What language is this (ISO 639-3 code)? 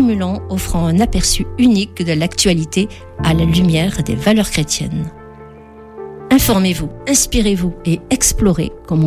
fra